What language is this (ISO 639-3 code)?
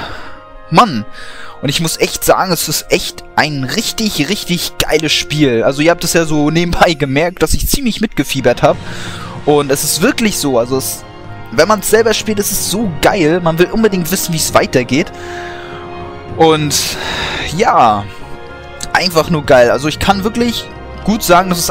deu